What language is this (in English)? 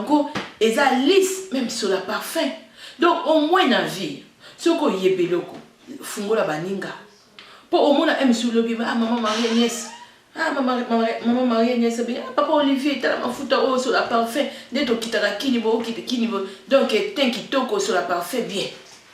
Lingala